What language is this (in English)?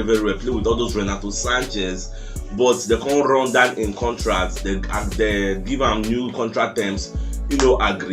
Nigerian Pidgin